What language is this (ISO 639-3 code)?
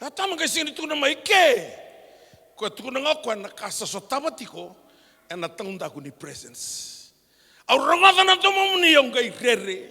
fij